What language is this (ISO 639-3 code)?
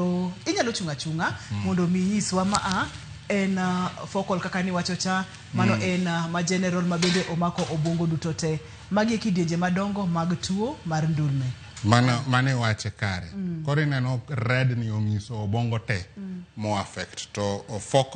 luo